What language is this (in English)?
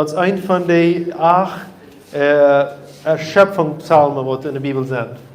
Plautdietsch